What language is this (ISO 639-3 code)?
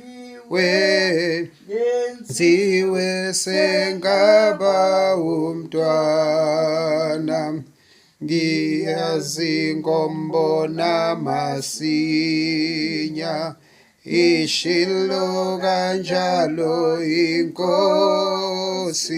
zul